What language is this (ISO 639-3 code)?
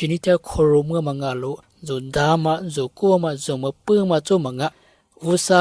lis